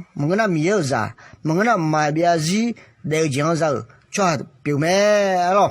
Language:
Akha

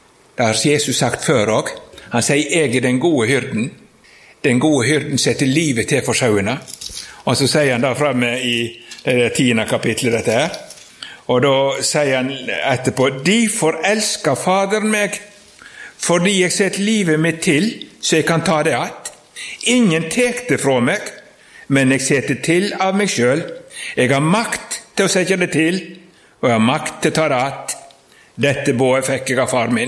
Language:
Norwegian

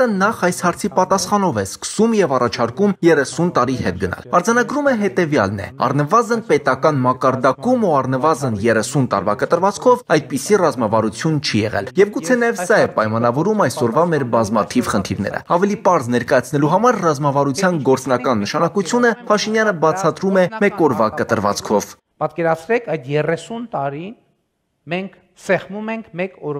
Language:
Armenian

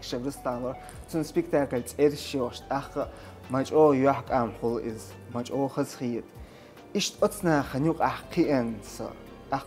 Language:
Chechen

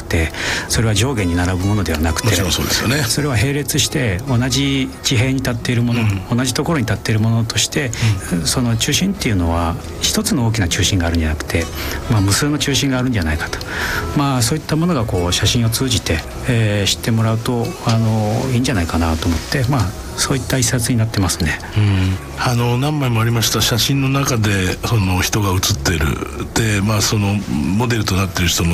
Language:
Japanese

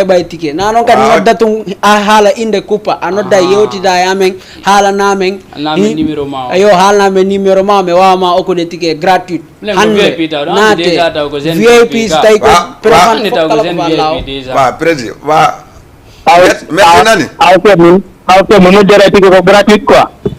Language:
Fula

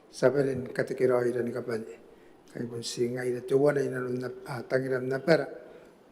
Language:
Gilbertese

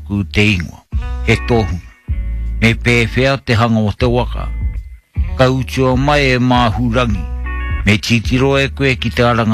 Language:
Māori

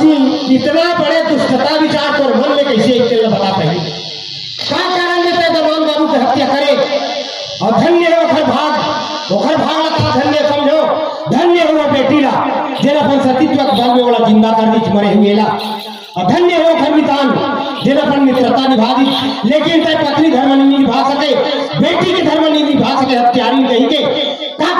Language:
Chhattisgarhi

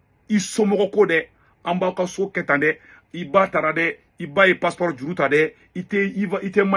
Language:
Bambara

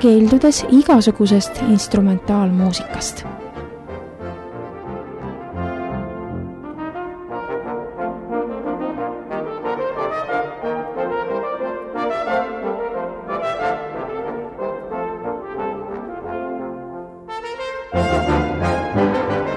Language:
Estonian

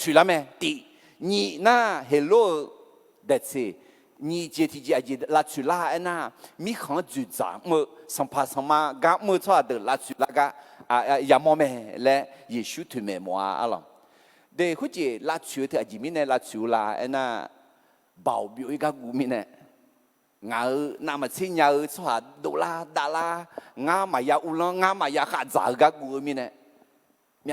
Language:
Akha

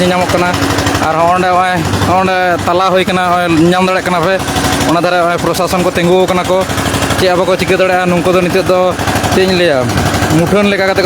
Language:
Santali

